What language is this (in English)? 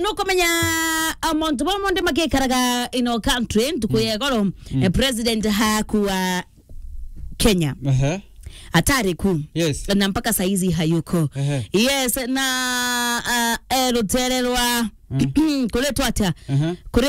Meru